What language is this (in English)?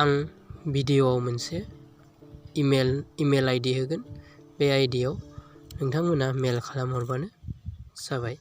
Bodo